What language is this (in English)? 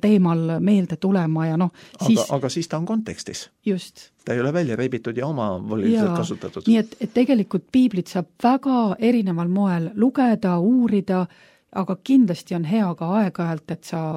Estonian